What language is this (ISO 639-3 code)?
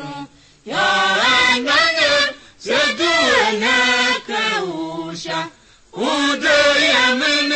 tiv